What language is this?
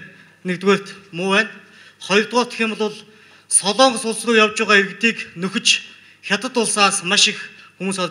Mongolian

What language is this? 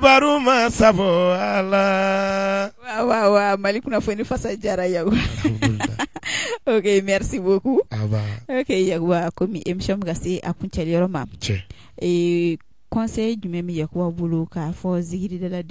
Bambara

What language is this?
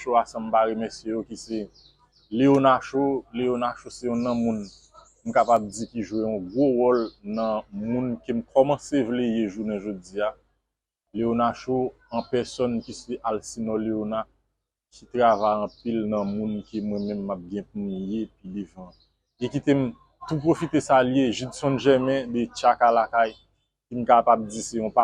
Haitian Creole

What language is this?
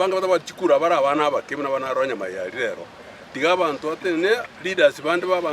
Gusii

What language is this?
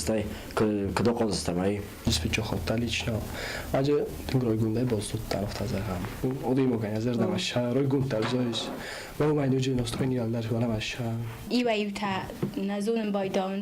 Ossetic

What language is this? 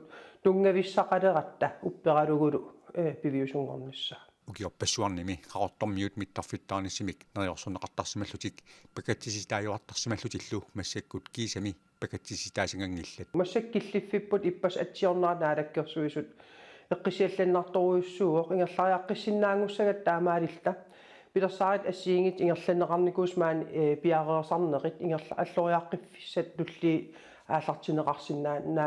Kalaallisut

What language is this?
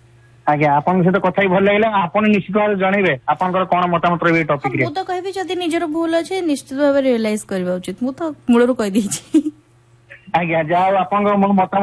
Odia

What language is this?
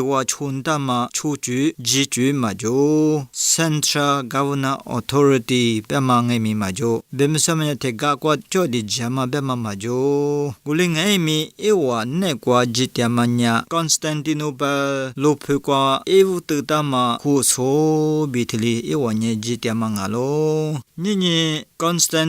Lisu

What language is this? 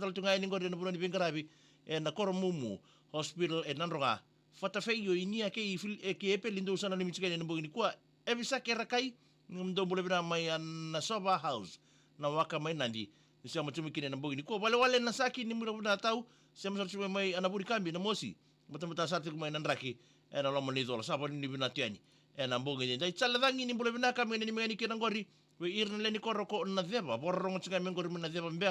Fijian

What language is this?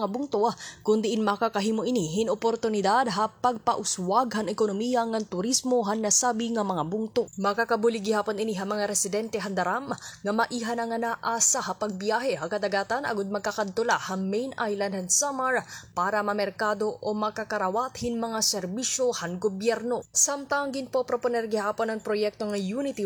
Waray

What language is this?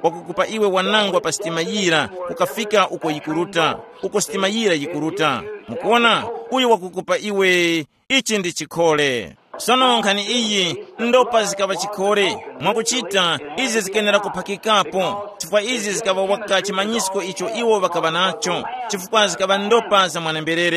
Tumbuka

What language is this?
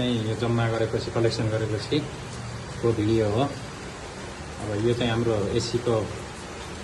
Nepali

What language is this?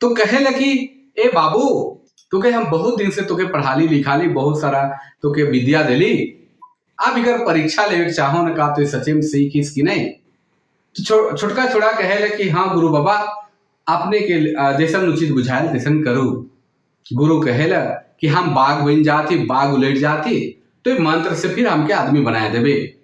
Sadri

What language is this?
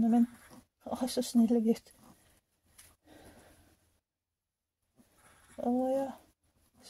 Norwegian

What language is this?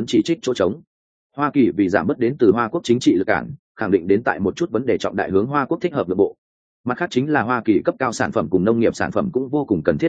Vietnamese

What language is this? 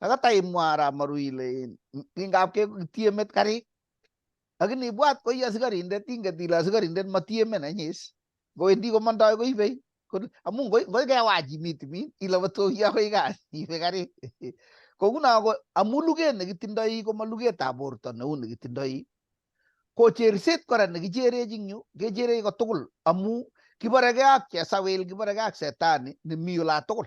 Kalenjin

